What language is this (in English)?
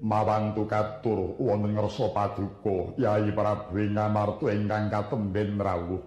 Javanese